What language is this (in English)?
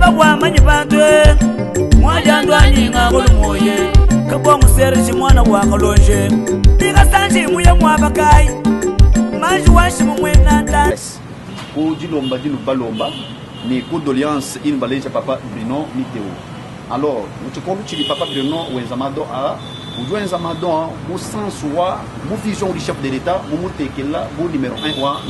Luba-Lulua